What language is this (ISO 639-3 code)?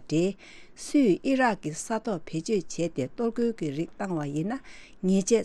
bod